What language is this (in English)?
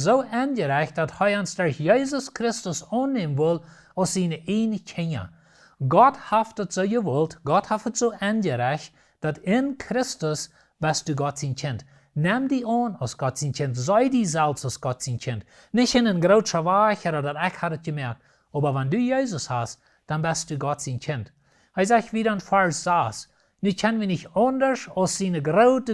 Plautdietsch